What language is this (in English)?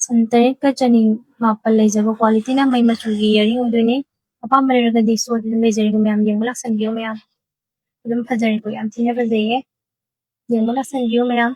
Manipuri